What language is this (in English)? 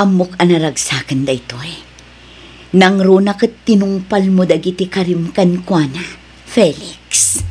Iloko